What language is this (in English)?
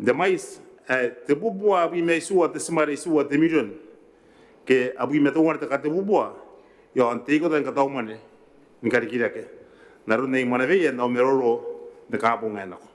Gilbertese